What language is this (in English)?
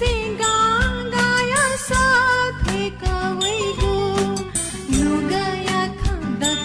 Newari